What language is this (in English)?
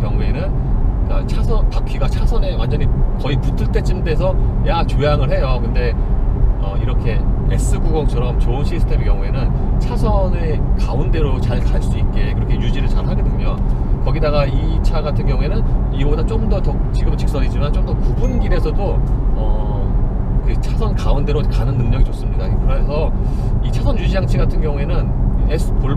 Korean